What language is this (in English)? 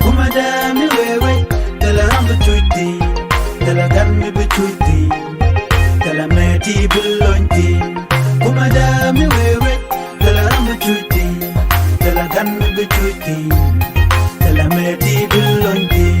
Nuer